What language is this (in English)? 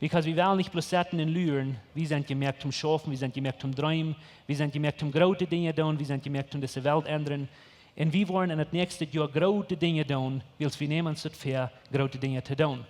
Plautdietsch